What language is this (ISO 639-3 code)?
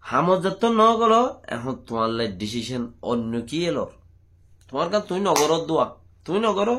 rhg